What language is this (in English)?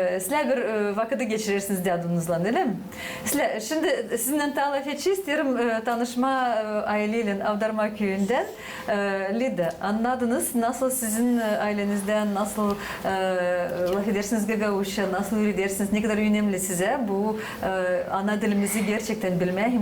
Gagauz